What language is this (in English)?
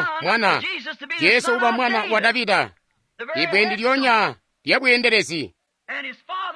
Tonga (Zambia)